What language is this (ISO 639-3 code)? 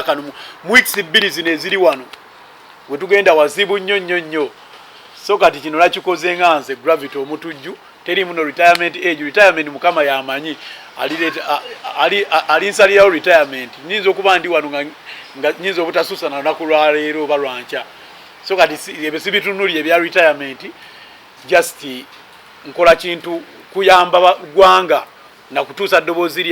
lug